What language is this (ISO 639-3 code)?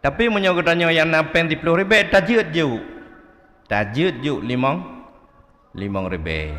ace